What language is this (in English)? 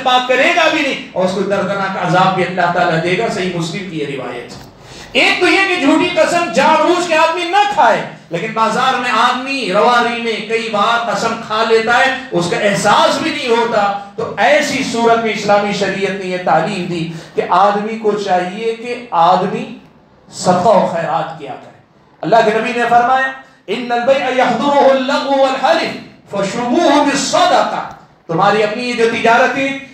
Urdu